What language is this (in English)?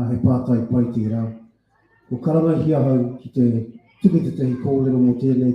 Māori